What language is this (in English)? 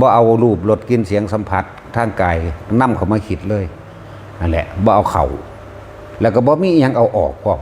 Northeastern Thai